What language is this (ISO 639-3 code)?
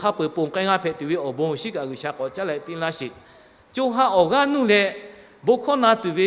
lhu